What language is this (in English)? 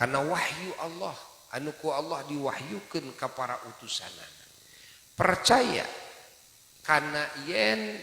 Sundanese